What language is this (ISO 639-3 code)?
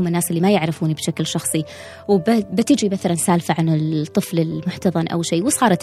afb